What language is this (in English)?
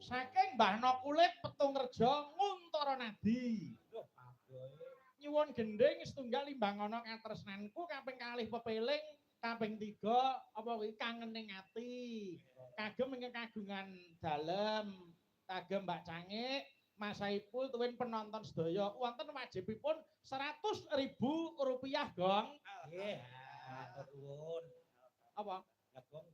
Javanese